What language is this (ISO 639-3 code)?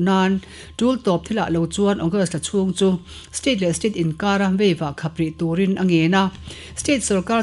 lus